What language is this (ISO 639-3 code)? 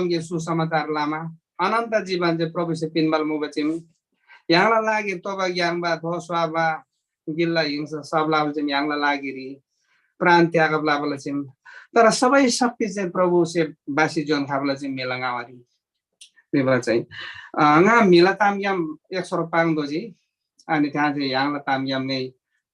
taj